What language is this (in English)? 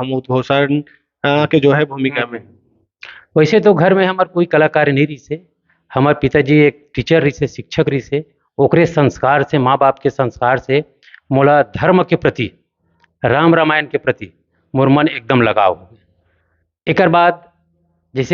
Chhattisgarhi